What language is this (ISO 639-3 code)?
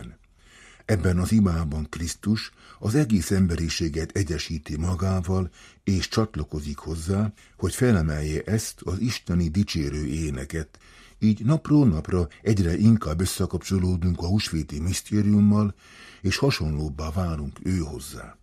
hun